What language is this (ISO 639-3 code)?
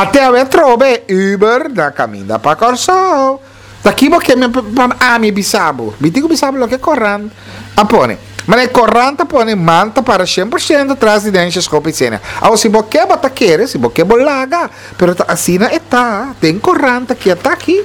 pap